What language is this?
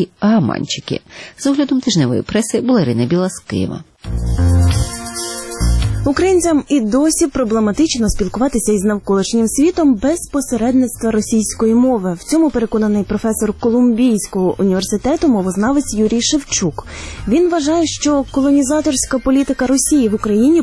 Ukrainian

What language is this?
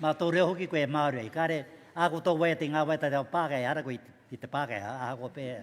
Māori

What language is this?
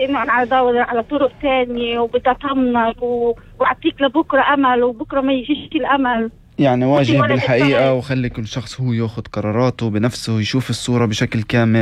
North Levantine Arabic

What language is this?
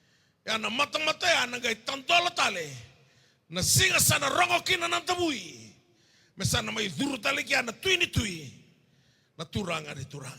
Fijian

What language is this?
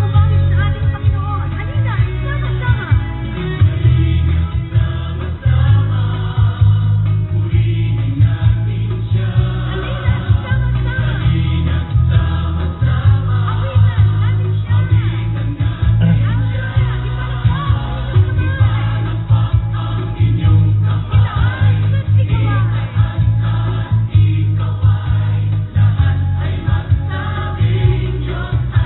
Filipino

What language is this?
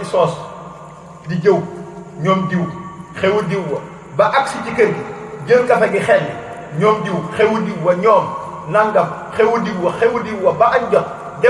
Wolof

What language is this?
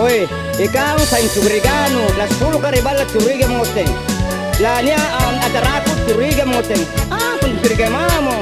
Makasar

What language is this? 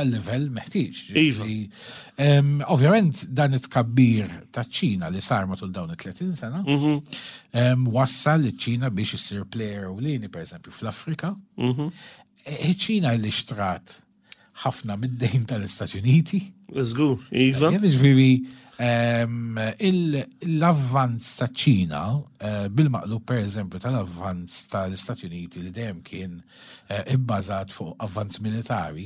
Maltese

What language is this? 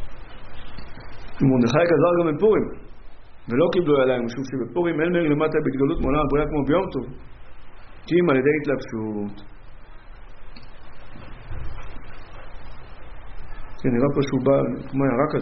Hebrew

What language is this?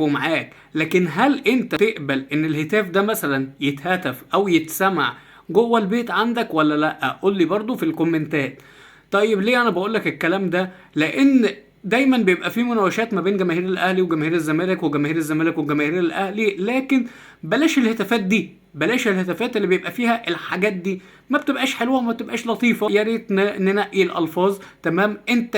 Egyptian Arabic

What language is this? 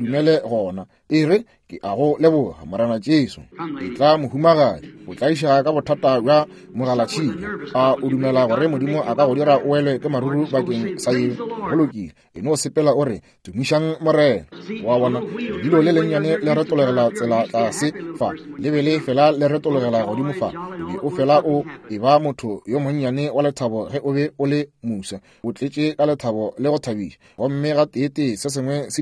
Northern Sotho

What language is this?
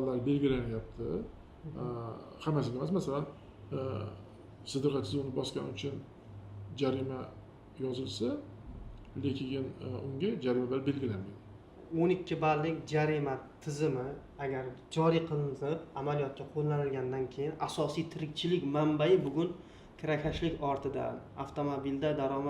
Uzbek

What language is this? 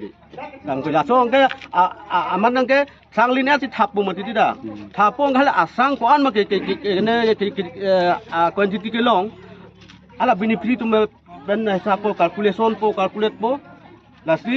Karbi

